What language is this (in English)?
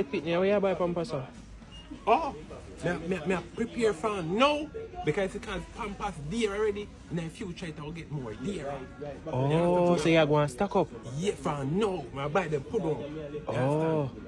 Jamaican Creole English